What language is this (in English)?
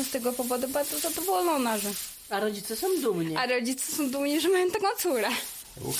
Polish